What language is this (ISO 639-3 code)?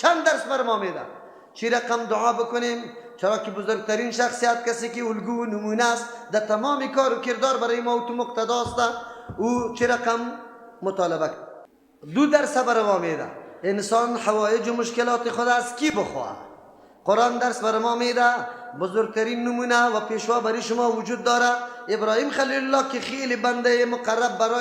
fas